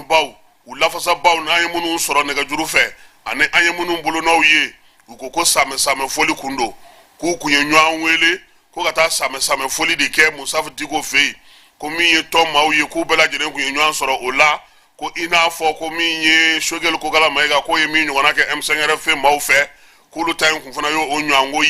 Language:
Bambara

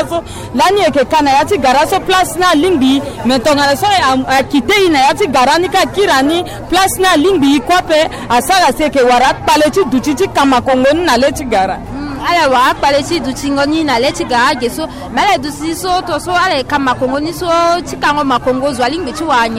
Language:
Sango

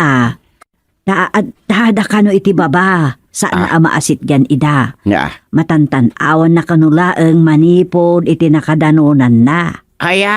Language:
Iloko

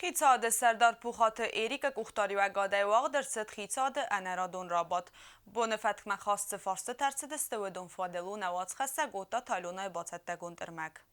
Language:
Ossetic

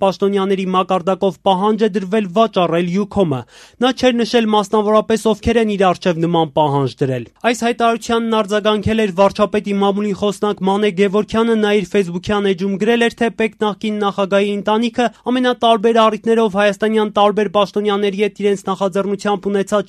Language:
Armenian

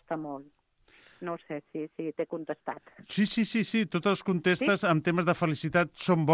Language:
Catalan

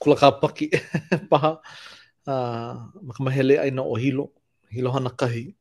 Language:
Hawaiian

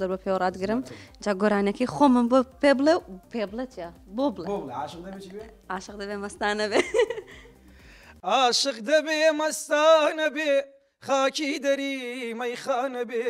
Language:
Central Kurdish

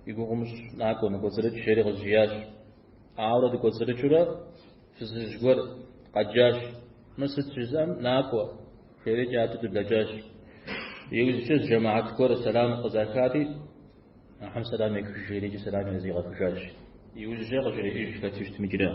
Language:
Kabardian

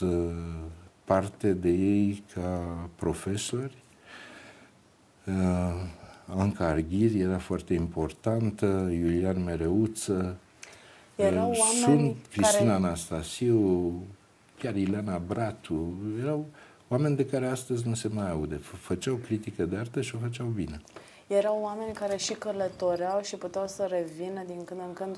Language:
Romanian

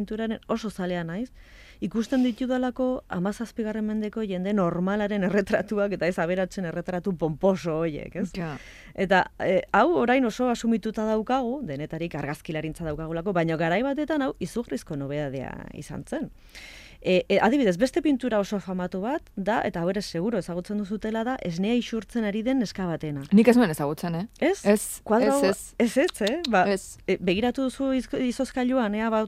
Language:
Basque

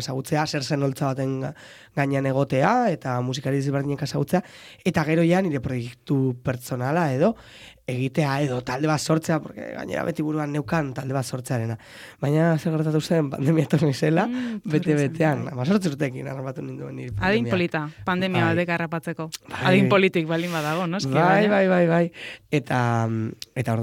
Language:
Basque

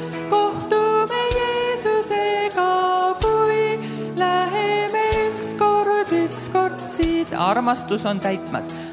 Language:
Estonian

